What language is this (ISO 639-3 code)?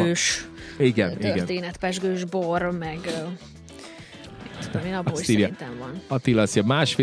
hun